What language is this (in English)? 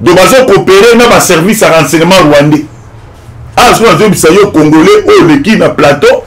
Lingala